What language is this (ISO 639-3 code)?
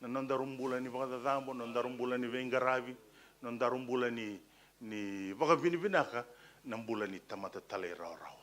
fij